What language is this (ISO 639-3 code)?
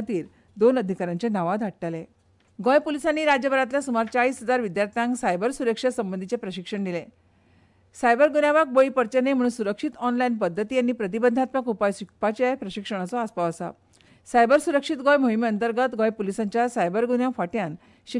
kok